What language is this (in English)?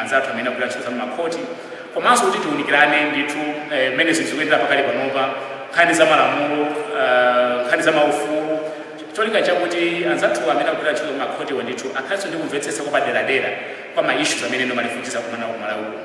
Nyanja